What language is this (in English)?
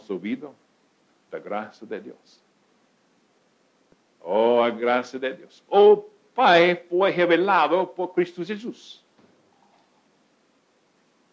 Portuguese